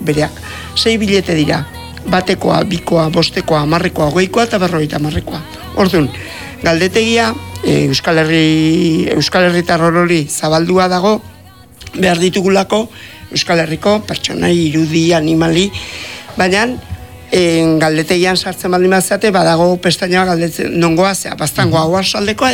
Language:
Basque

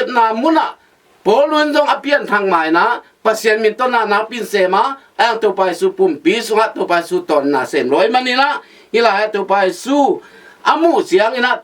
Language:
Tedim Chin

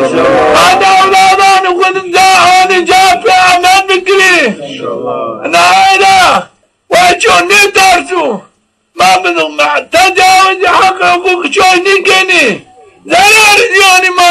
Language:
Zaza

